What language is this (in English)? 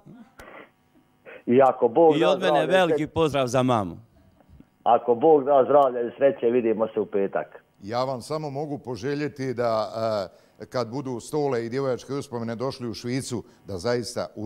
Croatian